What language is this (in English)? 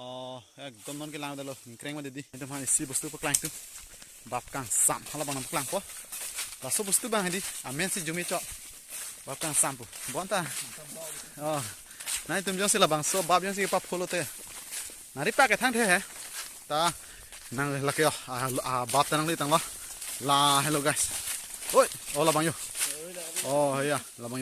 Karbi